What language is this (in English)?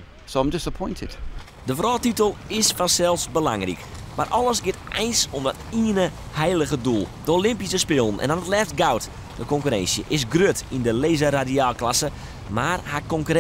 Western Frisian